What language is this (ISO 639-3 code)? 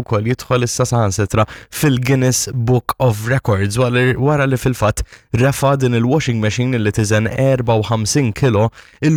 mlt